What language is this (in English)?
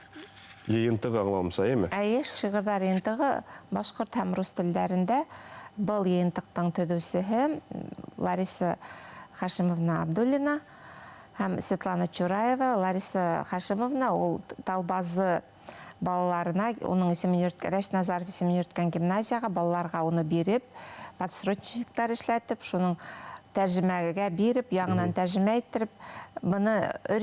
Bashkir